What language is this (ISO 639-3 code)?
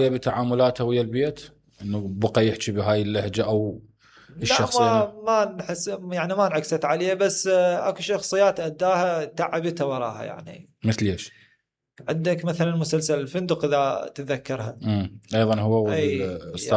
acm